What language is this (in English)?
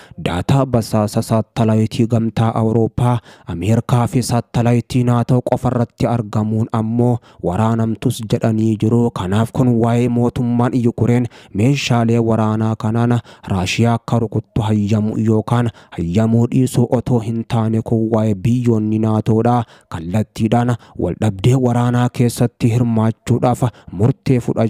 Oromo